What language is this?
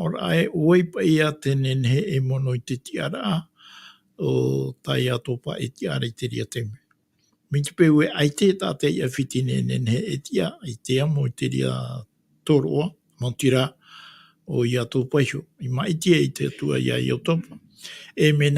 Tahitian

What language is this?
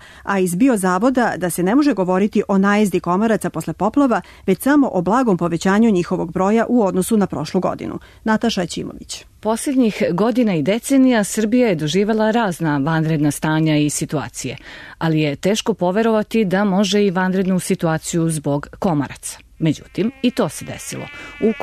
Serbian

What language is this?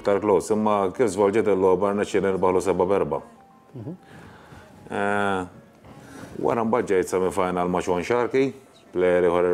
Maltese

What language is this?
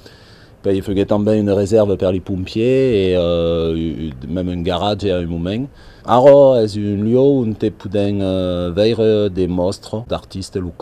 Occitan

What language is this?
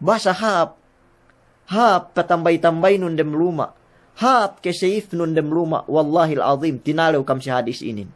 Yakan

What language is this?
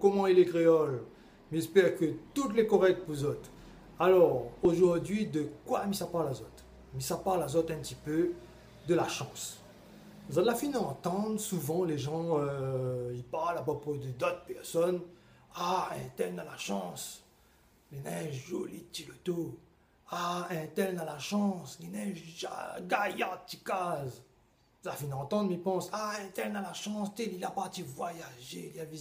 Réunion Creole French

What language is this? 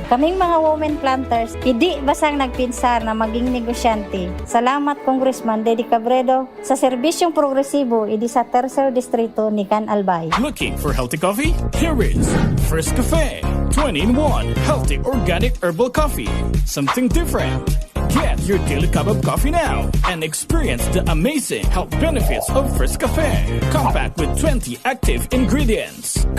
Bikol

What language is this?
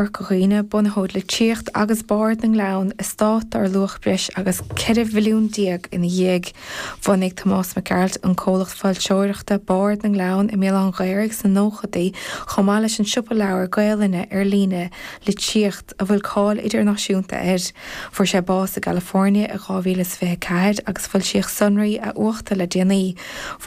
Irish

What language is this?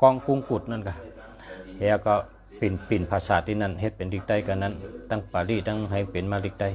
Shan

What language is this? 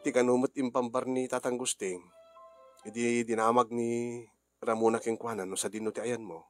Iloko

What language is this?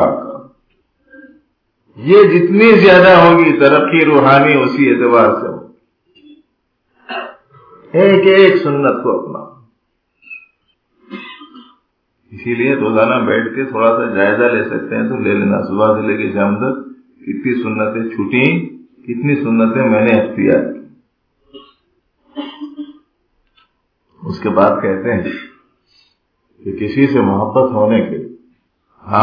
Urdu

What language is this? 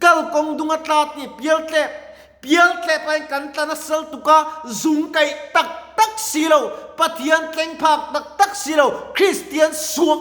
Mizo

